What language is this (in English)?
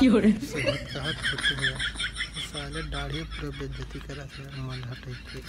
Chhattisgarhi